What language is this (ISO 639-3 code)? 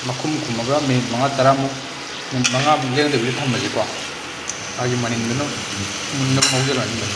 mni